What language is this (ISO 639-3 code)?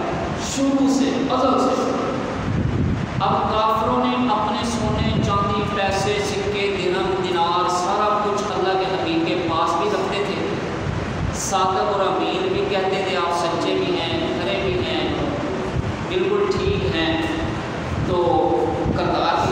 urd